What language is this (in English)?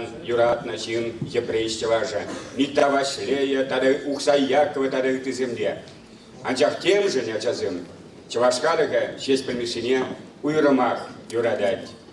Chuvash